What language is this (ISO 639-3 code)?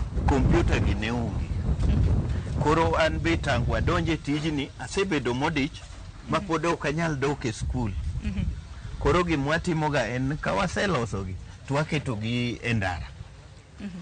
luo